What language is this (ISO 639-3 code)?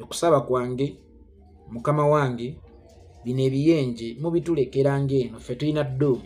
lug